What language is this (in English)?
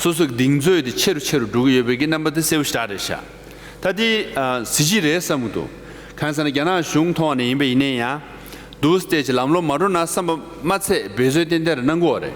Tibetan